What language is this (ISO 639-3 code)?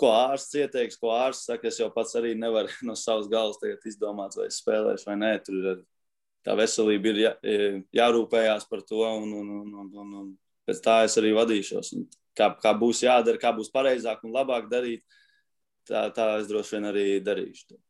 lav